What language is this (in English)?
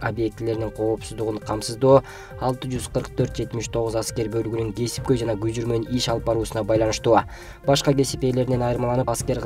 Kyrgyz